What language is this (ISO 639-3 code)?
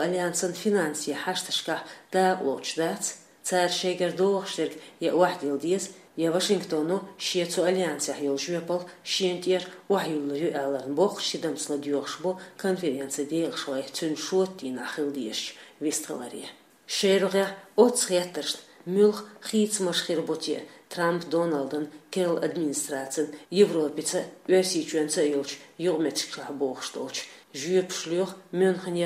che